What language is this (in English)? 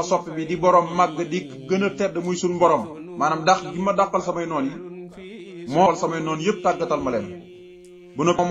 Wolof